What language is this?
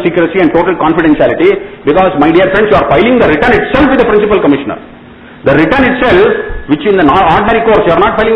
English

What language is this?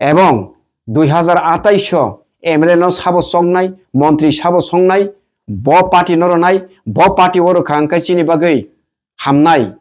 Kok Borok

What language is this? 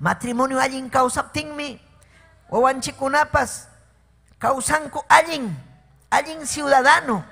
Ayacucho Quechua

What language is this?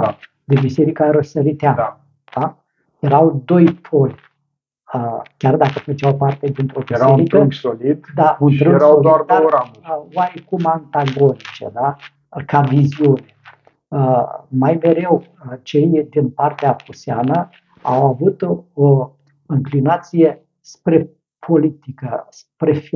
Romanian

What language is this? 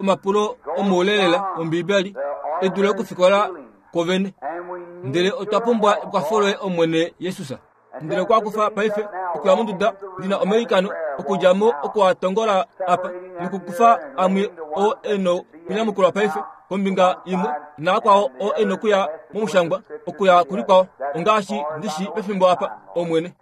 Kuanyama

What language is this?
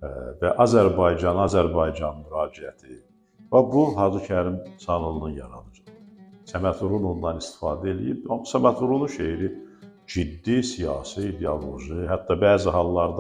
Azerbaijani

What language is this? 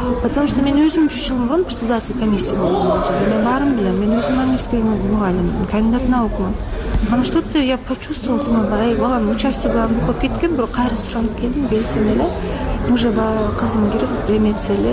Kyrgyz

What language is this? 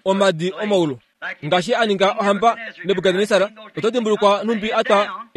Kuanyama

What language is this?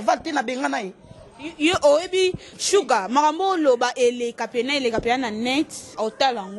Lingala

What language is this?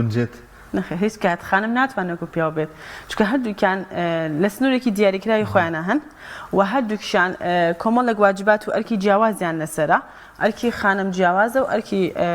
Central Kurdish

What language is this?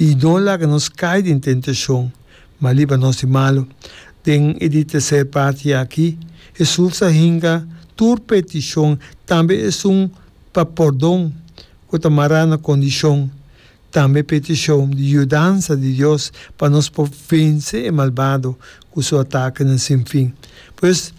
Papiamento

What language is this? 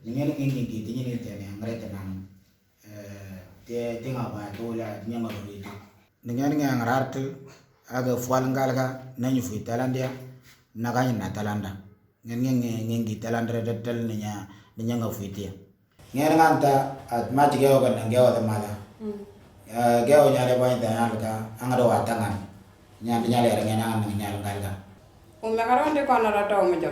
Moro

